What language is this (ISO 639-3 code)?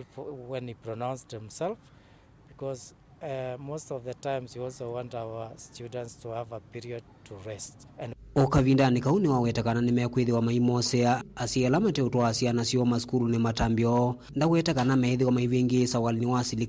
kam